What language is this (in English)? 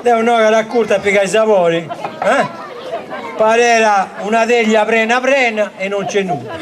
Sardinian